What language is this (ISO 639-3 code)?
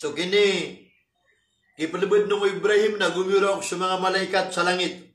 mrw